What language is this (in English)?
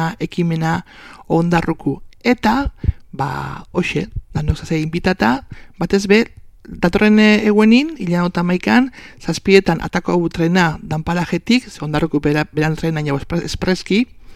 Basque